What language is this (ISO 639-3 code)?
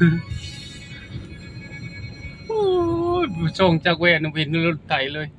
lao